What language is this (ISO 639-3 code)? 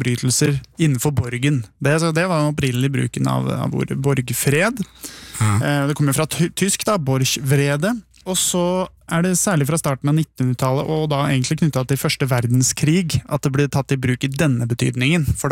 nor